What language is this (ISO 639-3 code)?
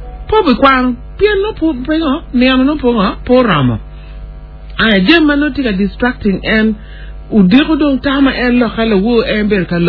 ach